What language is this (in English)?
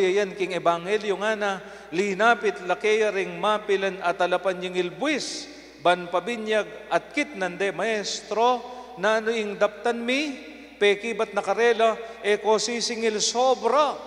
Pampanga